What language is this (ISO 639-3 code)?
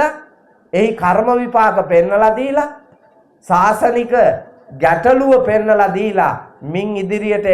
sin